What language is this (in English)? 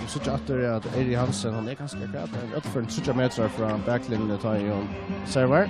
Faroese